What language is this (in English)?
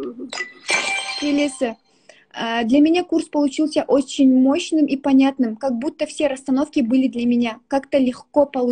Kazakh